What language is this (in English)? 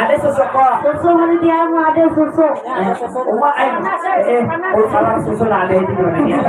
Banjar